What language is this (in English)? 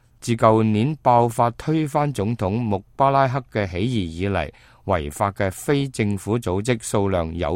Cantonese